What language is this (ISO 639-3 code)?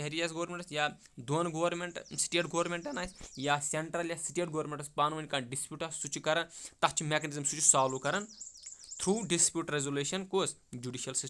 kas